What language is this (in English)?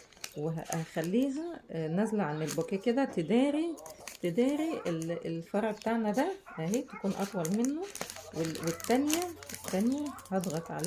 Egyptian Arabic